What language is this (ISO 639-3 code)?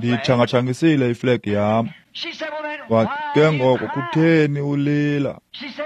xho